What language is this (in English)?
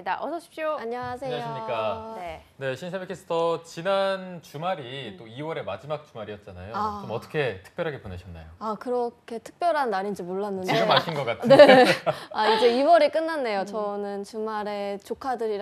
Korean